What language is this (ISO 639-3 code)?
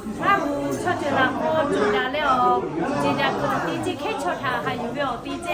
lhu